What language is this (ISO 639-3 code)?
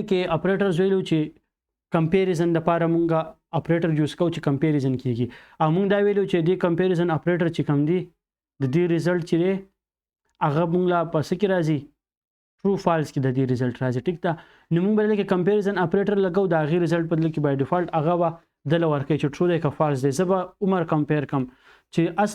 pus